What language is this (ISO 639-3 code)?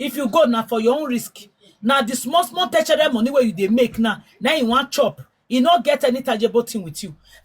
pcm